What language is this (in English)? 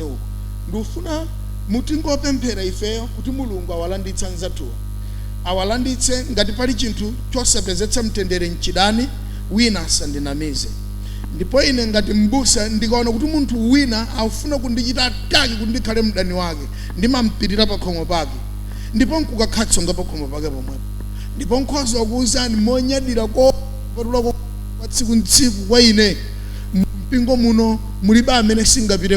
Nyanja